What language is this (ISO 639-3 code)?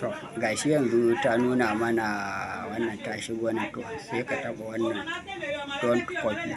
hau